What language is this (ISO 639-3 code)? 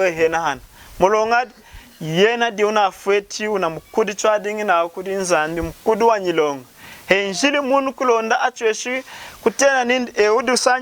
lun